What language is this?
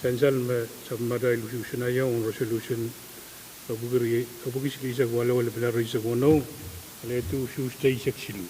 Pohnpeian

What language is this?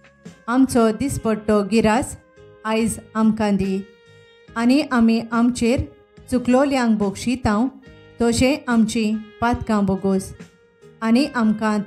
Konkani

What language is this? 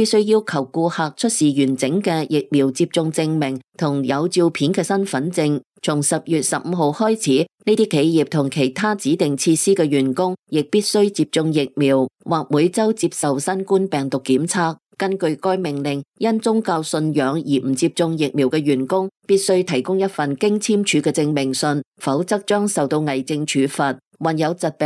Cantonese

